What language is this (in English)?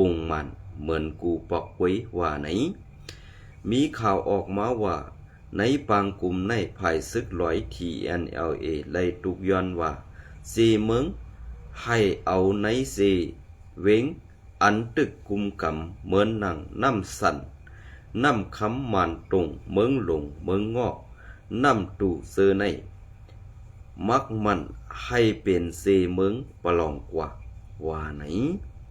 Shan